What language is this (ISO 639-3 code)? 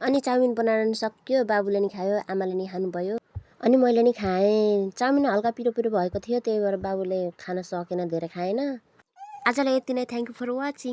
nep